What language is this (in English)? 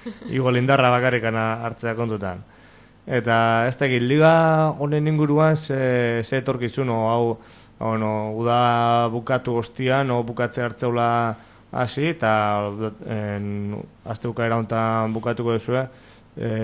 Basque